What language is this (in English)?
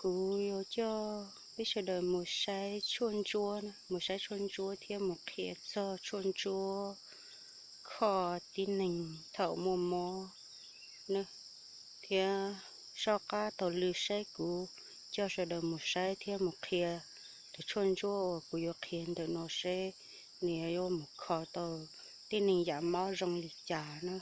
Hmong